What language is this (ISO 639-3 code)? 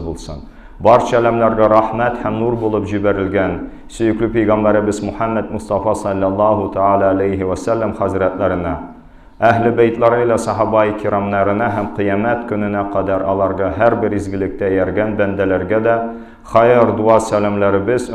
tat